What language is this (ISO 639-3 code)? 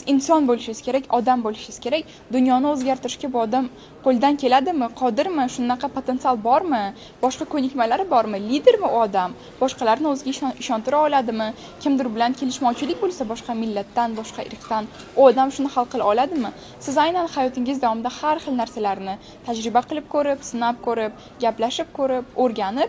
uzb